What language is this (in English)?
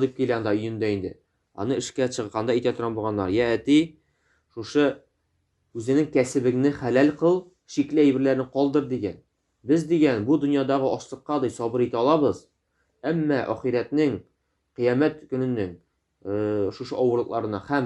Tatar